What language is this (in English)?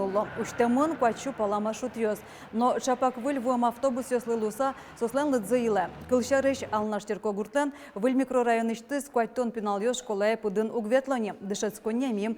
Udmurt